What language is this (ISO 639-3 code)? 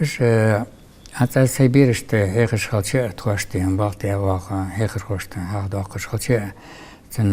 inh